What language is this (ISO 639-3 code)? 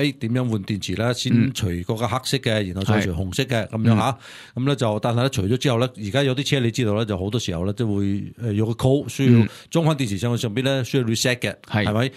yue